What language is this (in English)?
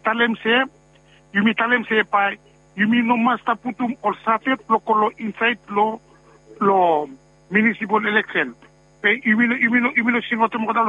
Bislama